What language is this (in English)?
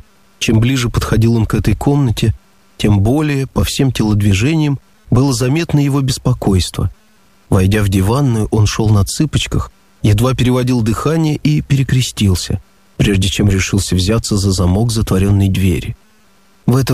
Russian